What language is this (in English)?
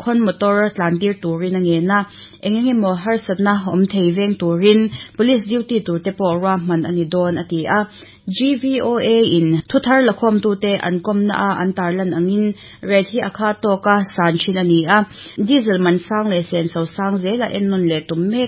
Mizo